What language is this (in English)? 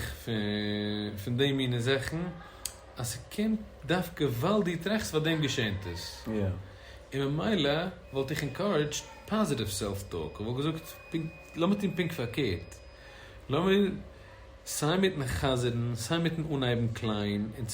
Yiddish